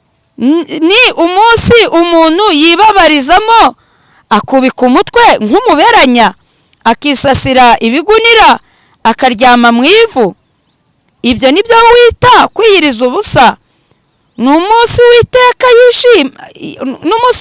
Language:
Kinyarwanda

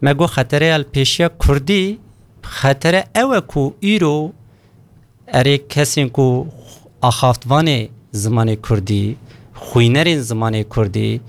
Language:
Kurdish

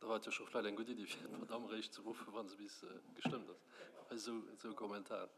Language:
Luxembourgish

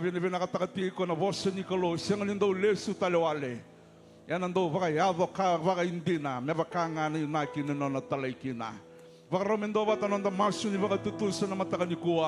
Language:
Fijian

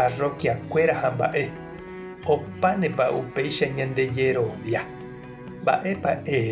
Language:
Guarani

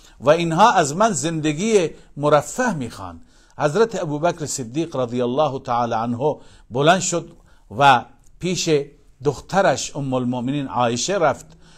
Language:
Persian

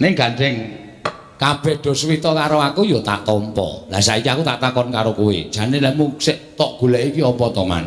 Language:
Javanese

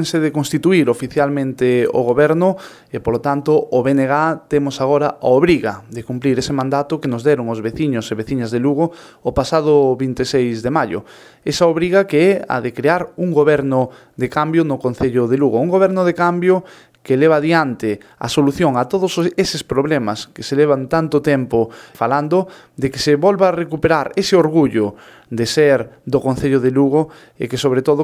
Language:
Galician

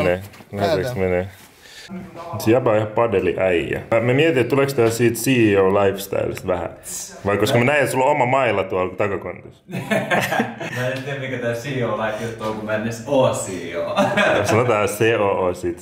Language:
Finnish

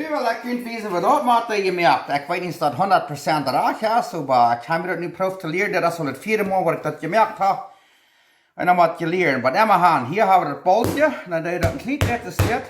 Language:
Plautdietsch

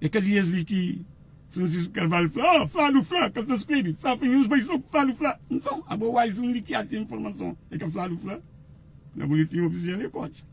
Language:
Kabuverdianu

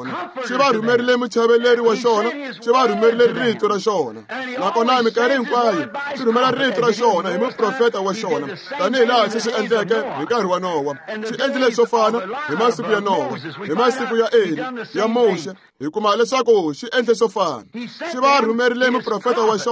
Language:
Tsonga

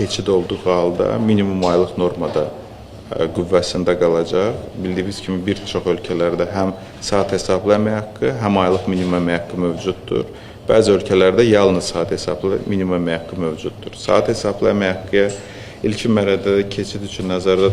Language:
Azerbaijani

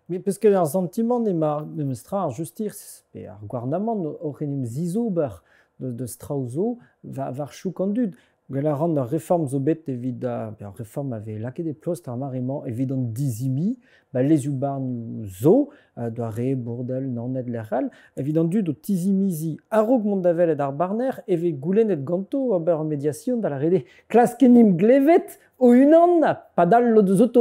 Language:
Breton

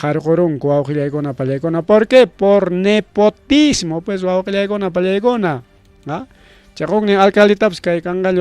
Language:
Ayacucho Quechua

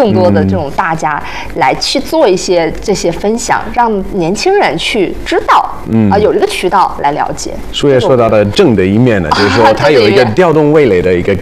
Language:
Chinese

